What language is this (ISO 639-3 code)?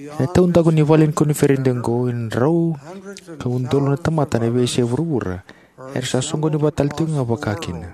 fij